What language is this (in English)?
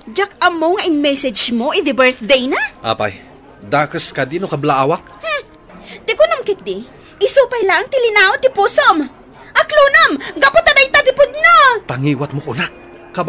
Iloko